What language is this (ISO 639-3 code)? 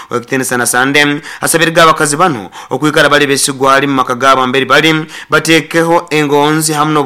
nyo